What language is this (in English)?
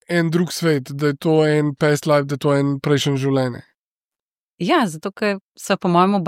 Slovenian